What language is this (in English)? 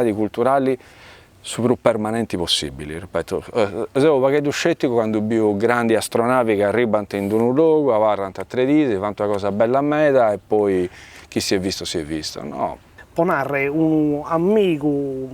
Sardinian